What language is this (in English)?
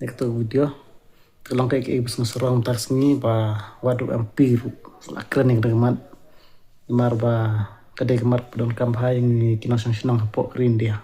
Khasi